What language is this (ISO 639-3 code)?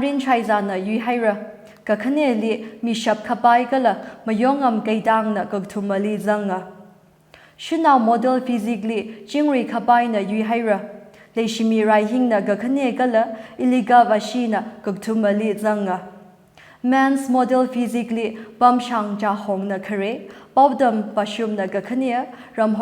nmf